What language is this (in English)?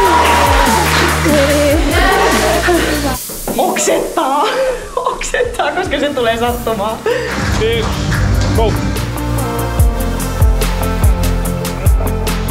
Finnish